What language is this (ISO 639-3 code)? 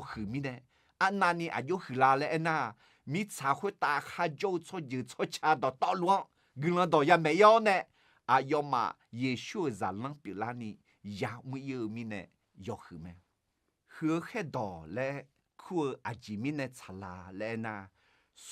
ahk